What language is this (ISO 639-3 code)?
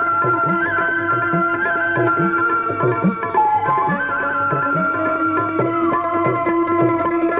kan